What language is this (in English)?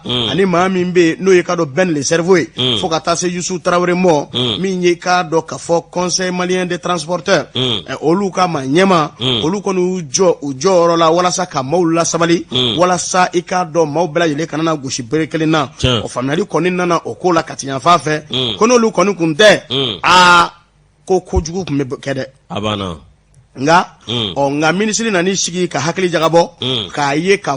Bambara